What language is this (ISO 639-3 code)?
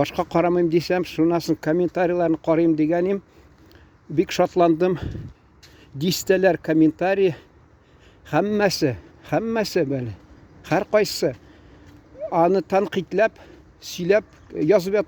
tat